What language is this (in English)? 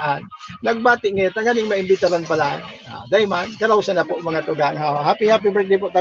Bikol